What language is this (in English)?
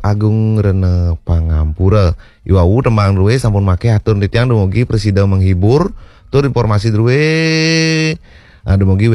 Balinese